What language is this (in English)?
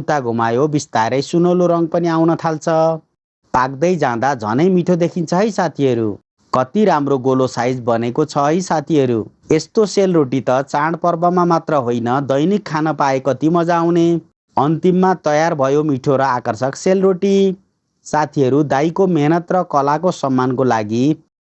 Nepali